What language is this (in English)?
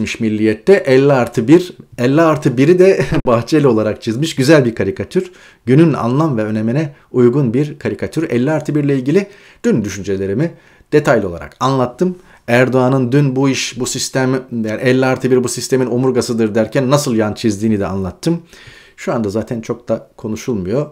Turkish